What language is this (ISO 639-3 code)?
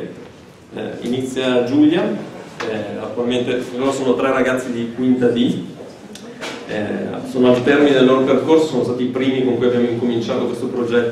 ita